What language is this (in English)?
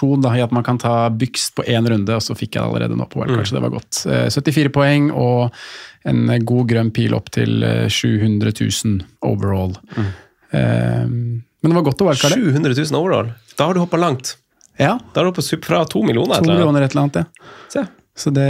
Norwegian